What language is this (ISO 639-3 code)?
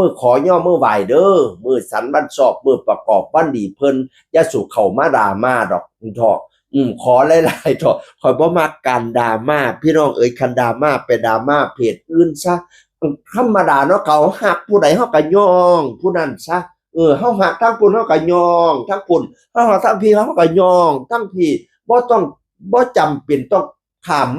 tts